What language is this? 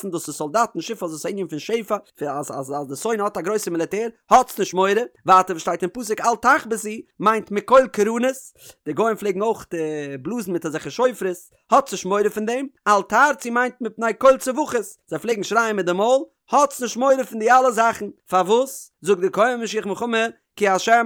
Yiddish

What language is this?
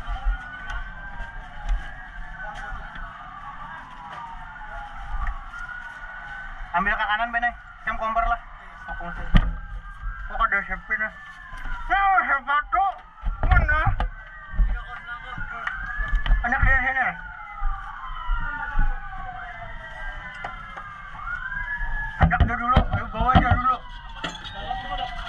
Indonesian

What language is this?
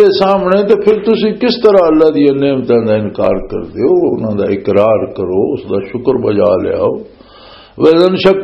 Western Panjabi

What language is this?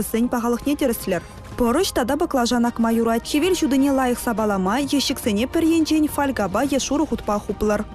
Chuvash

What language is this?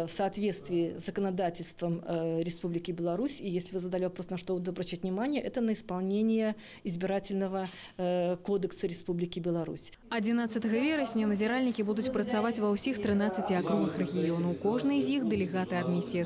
Belarusian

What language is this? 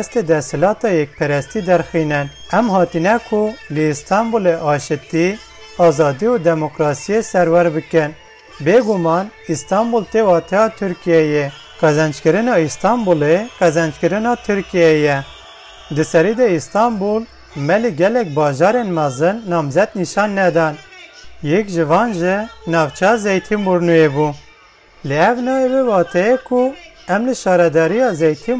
Kurdish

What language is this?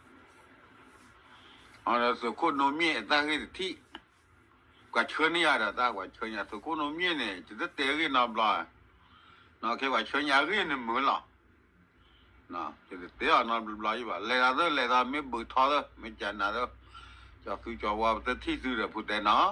S'gaw Karen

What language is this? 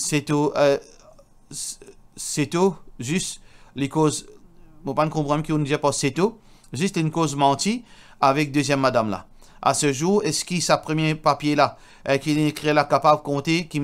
Morisyen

